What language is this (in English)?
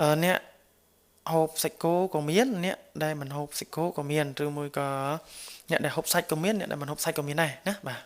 Khmer